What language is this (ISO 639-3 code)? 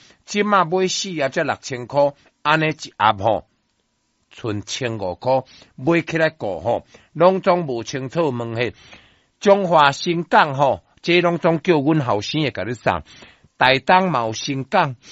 nan